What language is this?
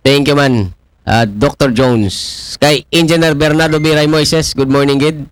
Aklanon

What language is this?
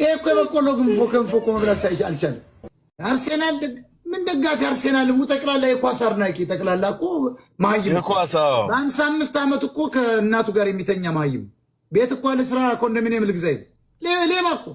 Amharic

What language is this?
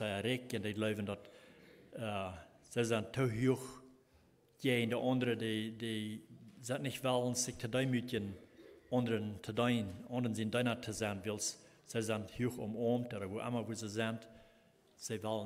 Plautdietsch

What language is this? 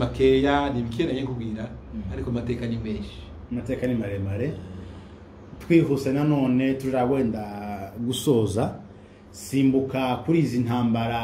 Kinyarwanda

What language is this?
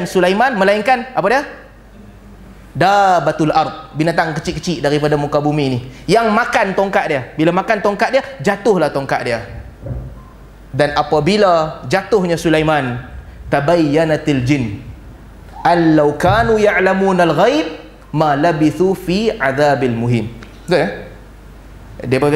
Malay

